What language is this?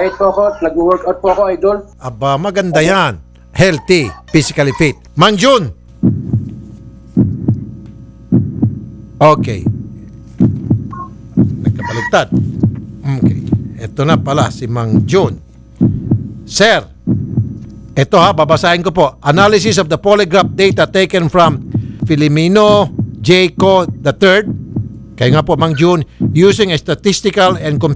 Filipino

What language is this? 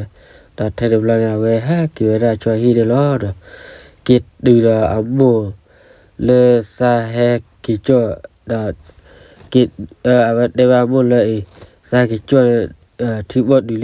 S'gaw Karen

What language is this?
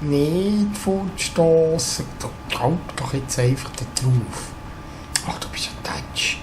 Swiss German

